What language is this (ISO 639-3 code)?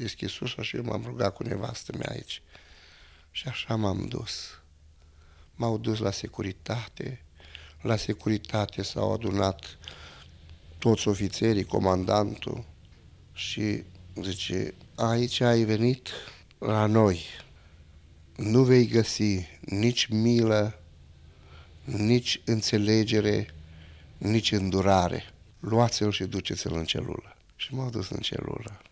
ron